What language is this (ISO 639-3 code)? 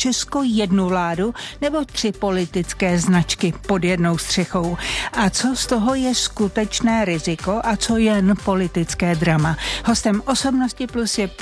ces